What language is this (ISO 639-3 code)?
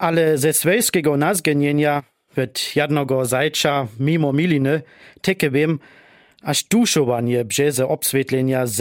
dsb